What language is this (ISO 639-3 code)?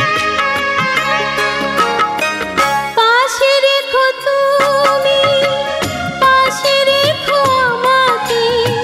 ben